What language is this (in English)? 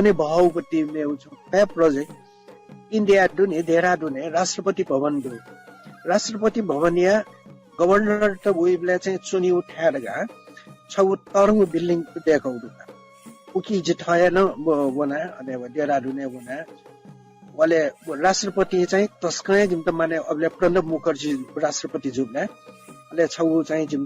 Newari